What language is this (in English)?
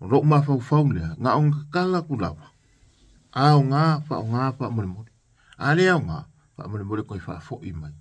Samoan